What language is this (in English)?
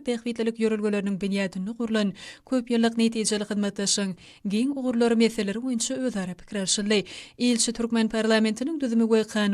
Turkmen